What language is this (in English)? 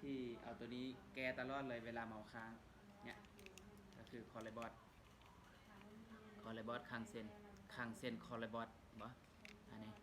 Lao